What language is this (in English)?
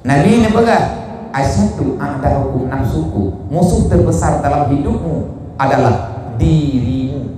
Achinese